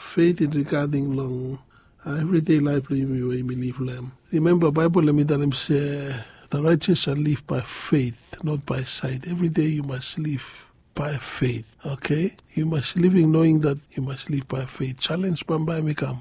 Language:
Bislama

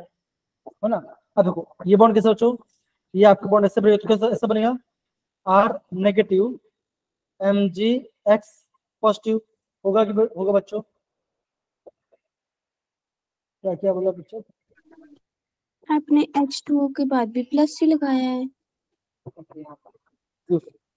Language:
Hindi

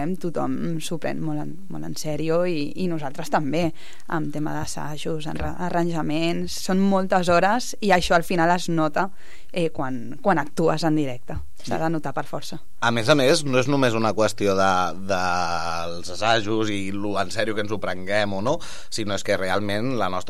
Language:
Catalan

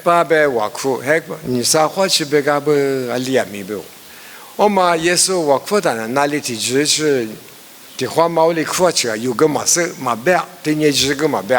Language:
Lisu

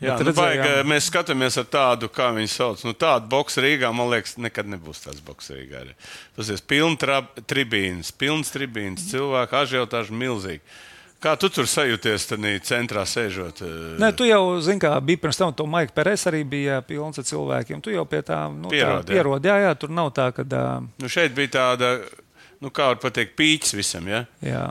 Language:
Latvian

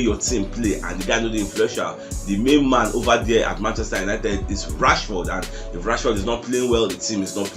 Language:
Nigerian Pidgin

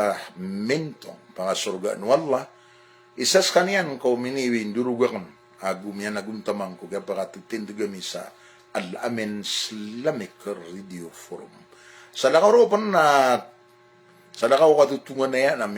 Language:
Maranao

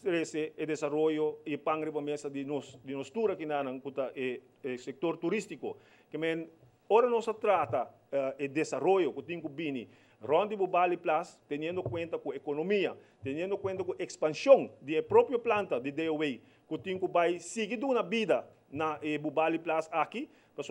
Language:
Papiamento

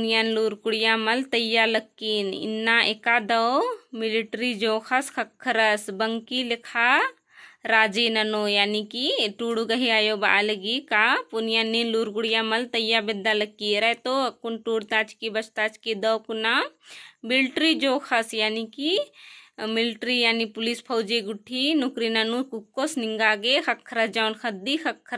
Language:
Kurukh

